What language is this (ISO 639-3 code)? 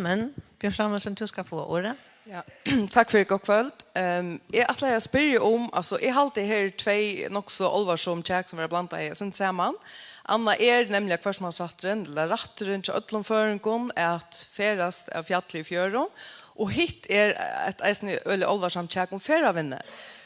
fao